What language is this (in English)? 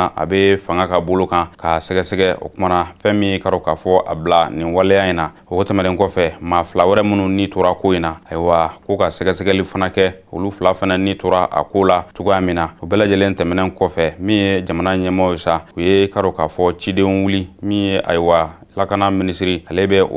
Bambara